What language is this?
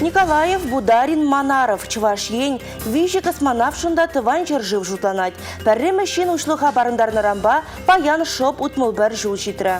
Chuvash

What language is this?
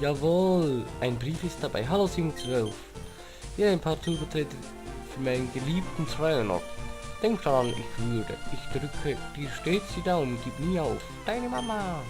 Swiss German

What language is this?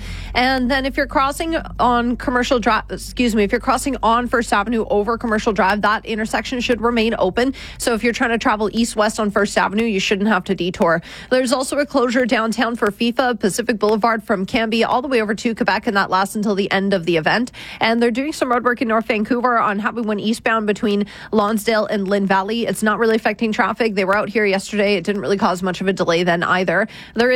English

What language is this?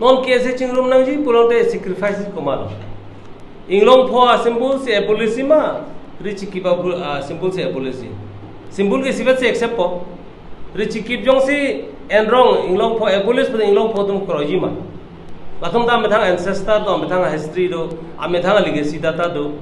Karbi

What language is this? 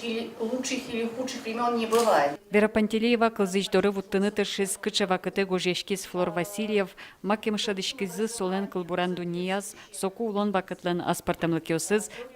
Udmurt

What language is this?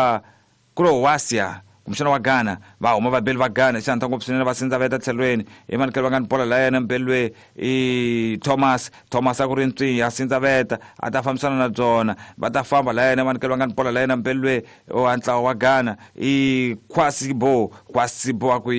Tsonga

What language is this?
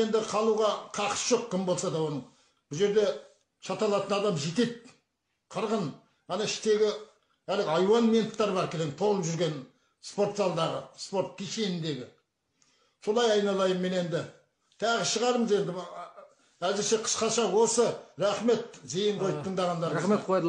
Kazakh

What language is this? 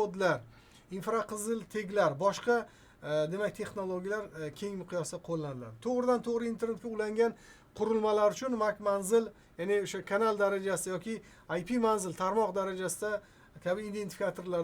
Uzbek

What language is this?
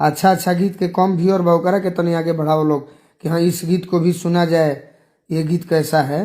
Bhojpuri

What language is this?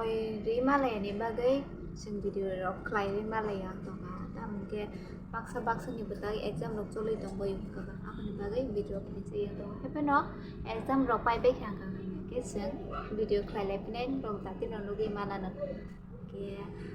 Kok Borok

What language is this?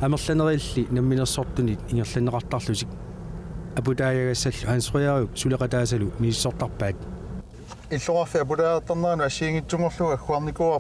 Kalaallisut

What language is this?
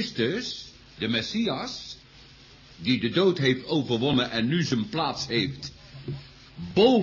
Dutch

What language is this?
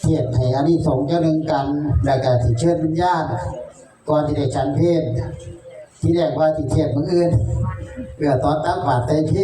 Northeastern Thai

